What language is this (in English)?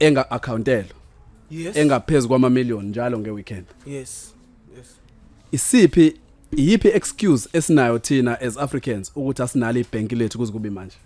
Zulu